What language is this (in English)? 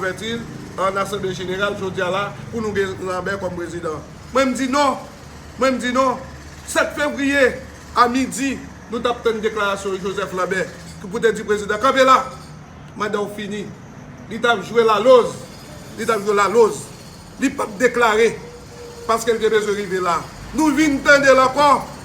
Haitian Creole